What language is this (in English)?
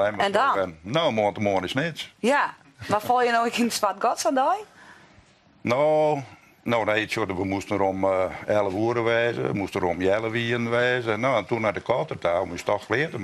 Western Frisian